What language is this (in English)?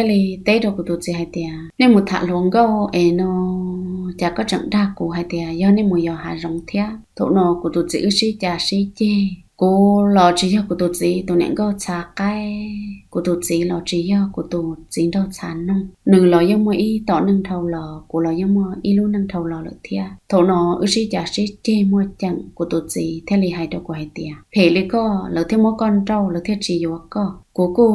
Hmong